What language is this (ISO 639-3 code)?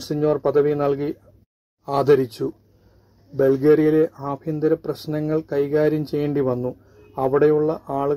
mal